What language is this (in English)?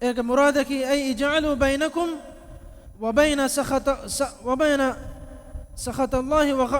Divehi